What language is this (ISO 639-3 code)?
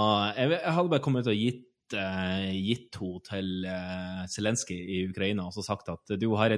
nor